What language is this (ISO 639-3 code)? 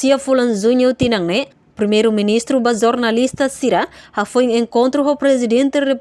tet